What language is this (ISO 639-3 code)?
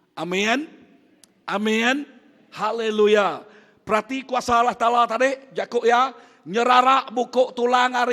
iba